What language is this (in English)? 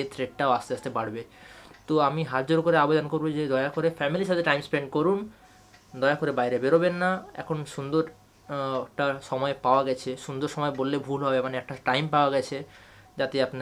Bangla